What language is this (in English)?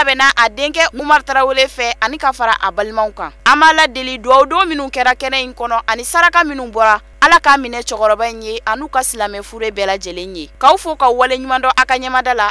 Bambara